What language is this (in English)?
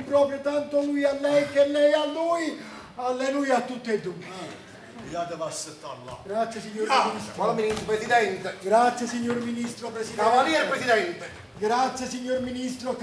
Neapolitan